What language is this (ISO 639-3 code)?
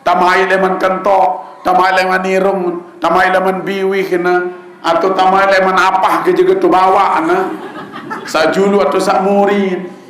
sas